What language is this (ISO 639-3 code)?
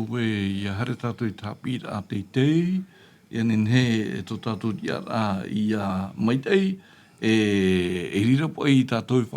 tah